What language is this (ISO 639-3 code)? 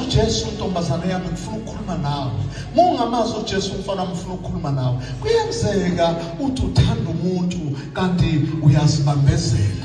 zul